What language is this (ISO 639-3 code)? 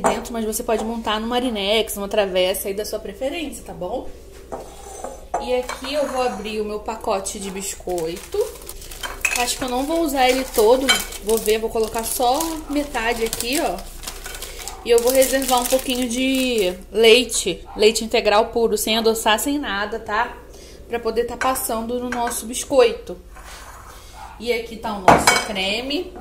por